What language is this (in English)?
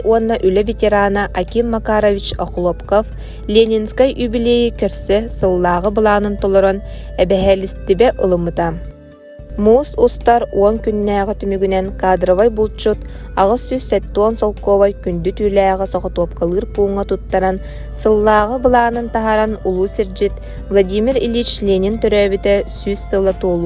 Yakut